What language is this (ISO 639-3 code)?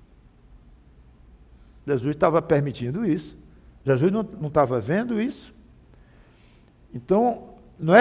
por